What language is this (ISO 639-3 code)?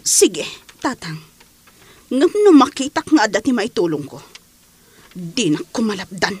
ilo